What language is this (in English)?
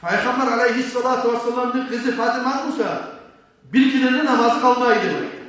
Kumyk